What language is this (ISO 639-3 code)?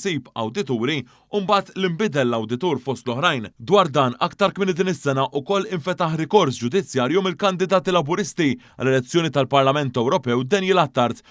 mlt